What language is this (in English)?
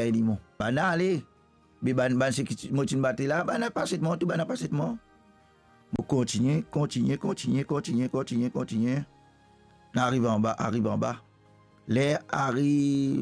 Morisyen